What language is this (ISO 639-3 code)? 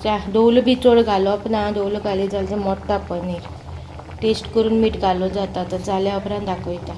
kok